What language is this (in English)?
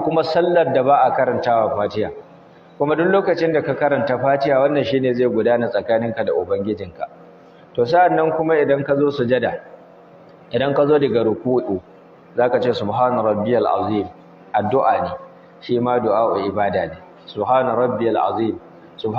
Hausa